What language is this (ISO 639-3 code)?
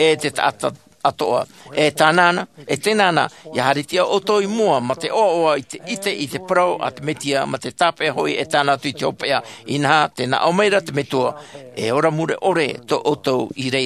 tah